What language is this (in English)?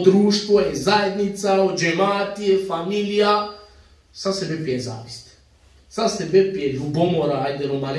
Balkan Romani